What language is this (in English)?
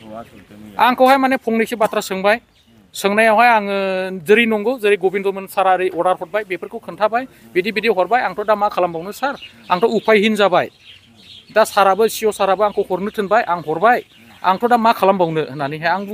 Bodo